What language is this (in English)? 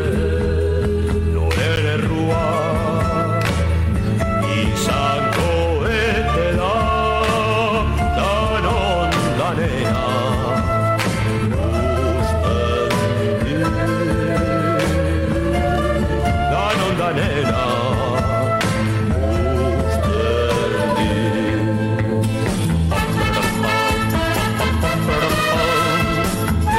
Basque